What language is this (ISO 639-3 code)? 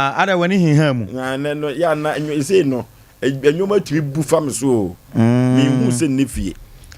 aka